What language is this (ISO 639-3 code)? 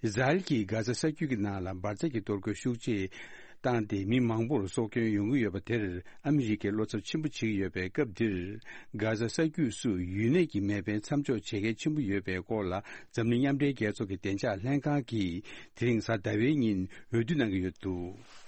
bod